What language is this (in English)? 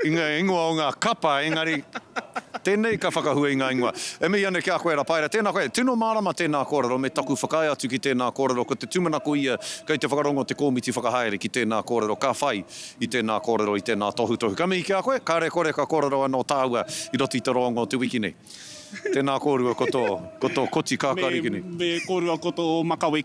Māori